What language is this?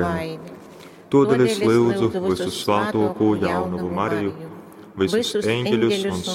Latgalian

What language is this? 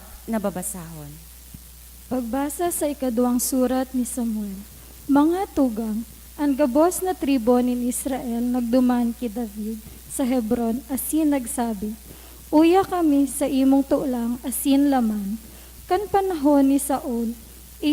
Bikol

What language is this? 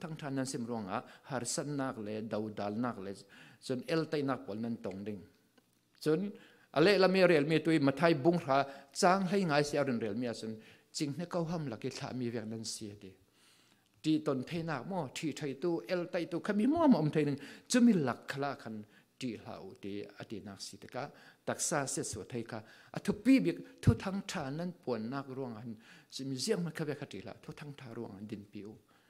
Falam Chin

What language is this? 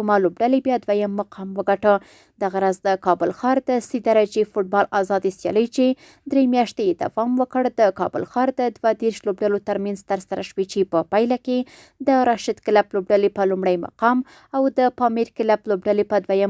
Pashto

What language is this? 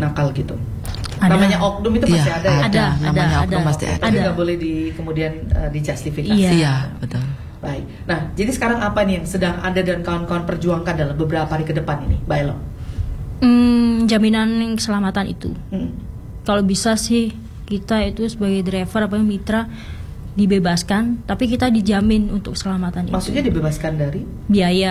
Indonesian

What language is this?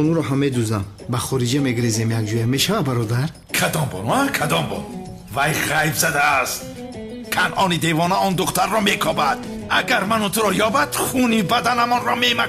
Tajik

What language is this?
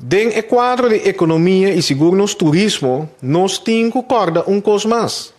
Papiamento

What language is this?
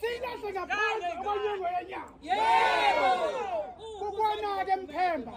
Zulu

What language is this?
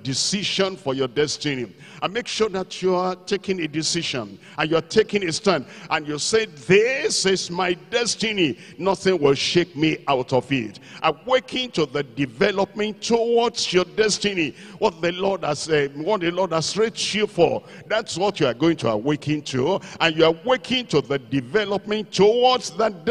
English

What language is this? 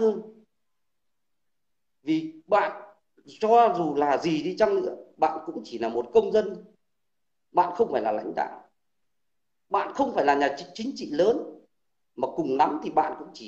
Vietnamese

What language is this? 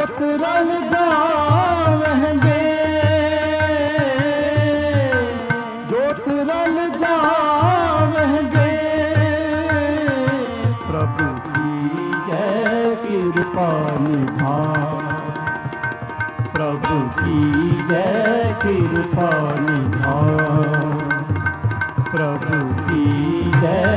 Punjabi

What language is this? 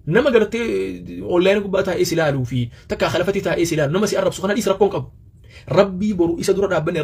Oromo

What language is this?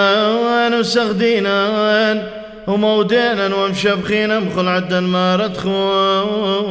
Classical Syriac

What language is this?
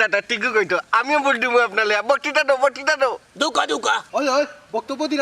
Sylheti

